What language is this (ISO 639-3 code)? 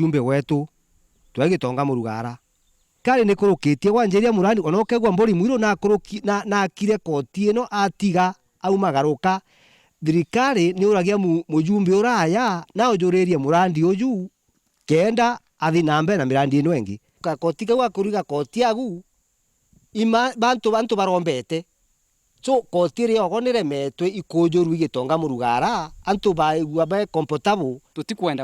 mer